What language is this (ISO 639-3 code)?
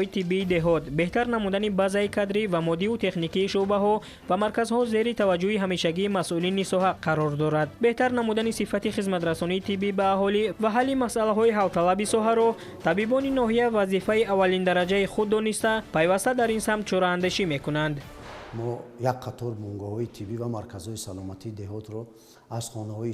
tgk